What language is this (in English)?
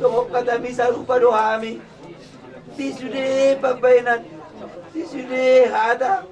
Batak Toba